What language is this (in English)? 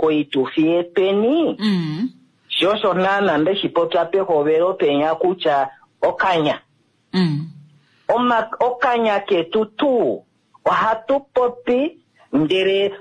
Kuanyama